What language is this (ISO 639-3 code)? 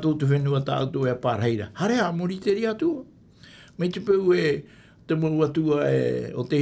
tah